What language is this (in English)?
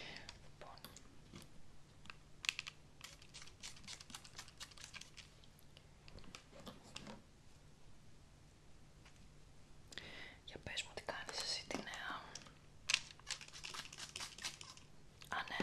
Greek